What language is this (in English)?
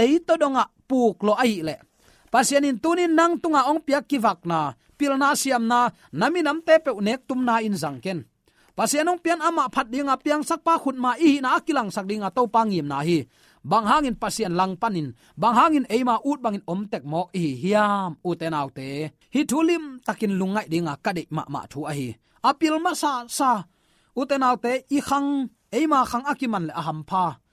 Tedim Chin